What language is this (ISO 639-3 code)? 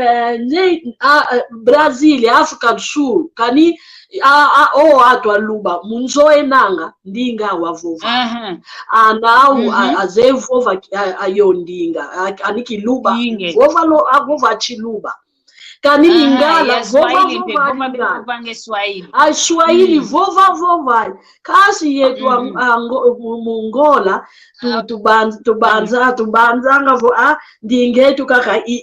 kwy